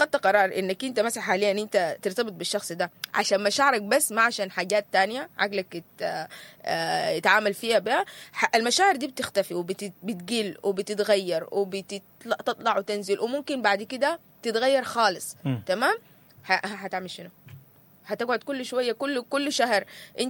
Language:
Sudanese Arabic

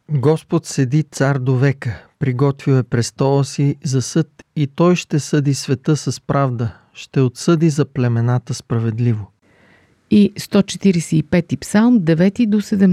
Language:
Bulgarian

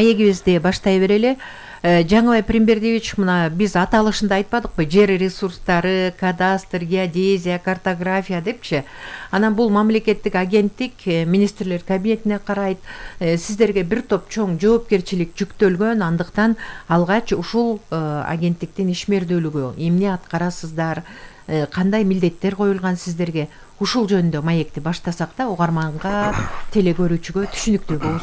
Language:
Kyrgyz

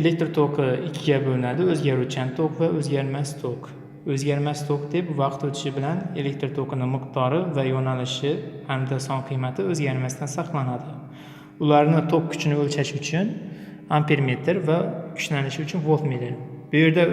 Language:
Uzbek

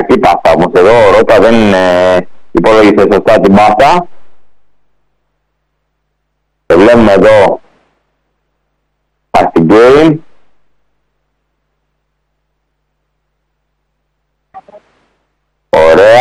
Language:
Greek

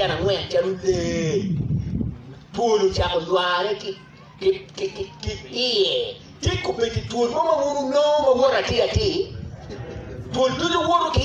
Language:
Acoli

